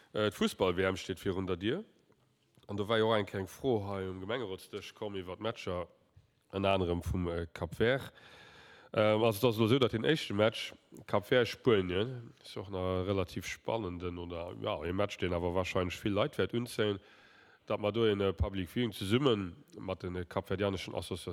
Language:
Luxembourgish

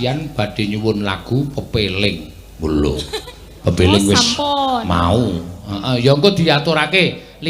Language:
Javanese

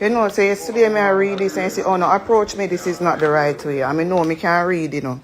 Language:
Jamaican Creole English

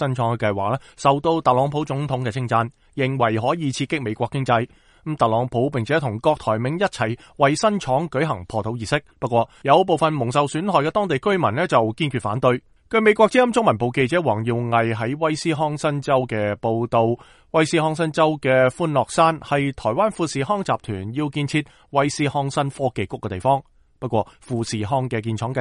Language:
Cantonese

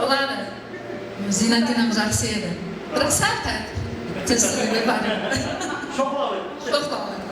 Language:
Kara-Kalpak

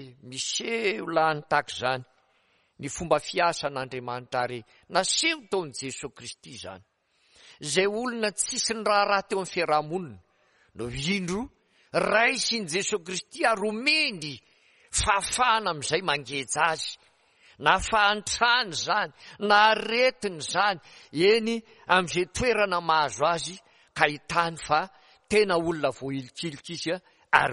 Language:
Malagasy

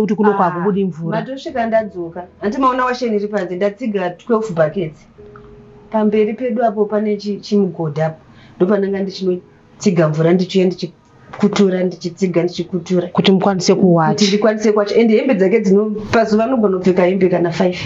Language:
Shona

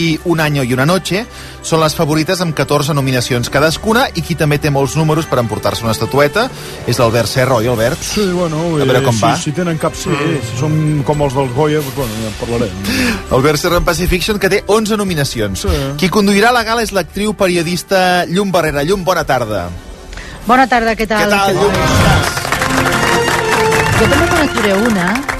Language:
Catalan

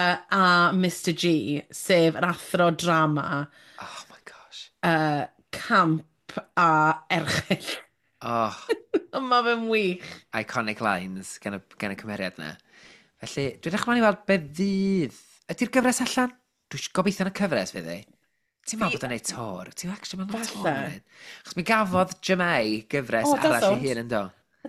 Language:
Welsh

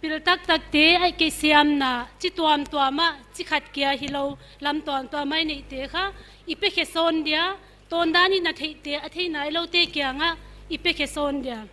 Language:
Paite Chin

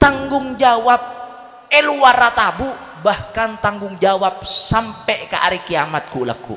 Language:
Madurese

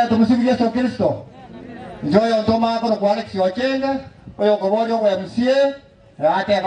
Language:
Gusii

